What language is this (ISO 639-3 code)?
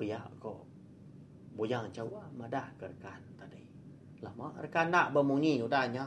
iba